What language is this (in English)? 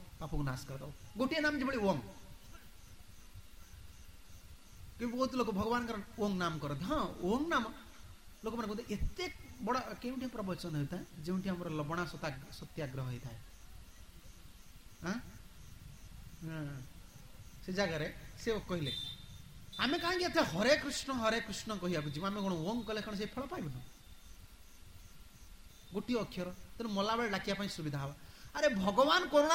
Odia